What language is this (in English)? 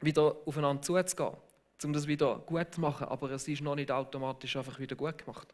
Swiss German